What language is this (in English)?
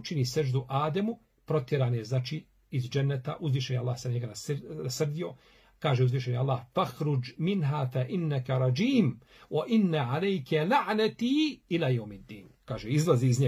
Bosnian